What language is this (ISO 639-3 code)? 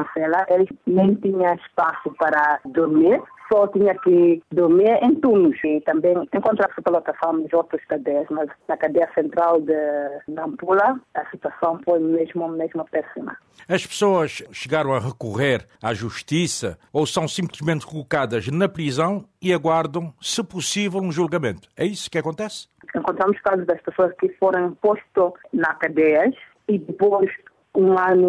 por